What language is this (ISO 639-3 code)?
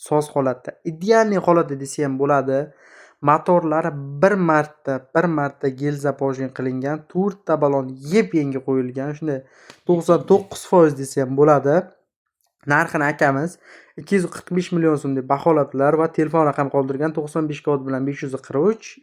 uzb